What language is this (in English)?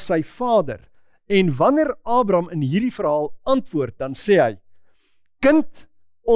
Afrikaans